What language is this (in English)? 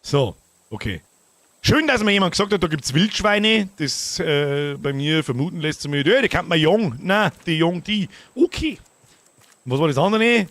Bavarian